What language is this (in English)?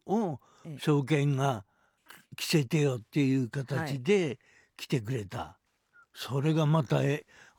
Japanese